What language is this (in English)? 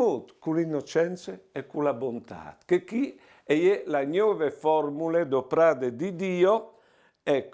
Friulian